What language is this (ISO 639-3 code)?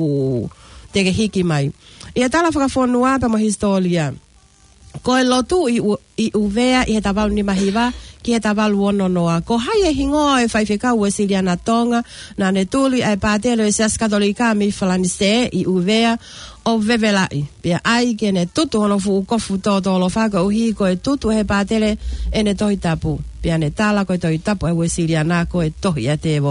ton